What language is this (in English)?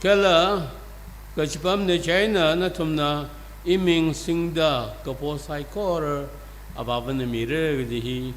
Tangkhul Naga (India)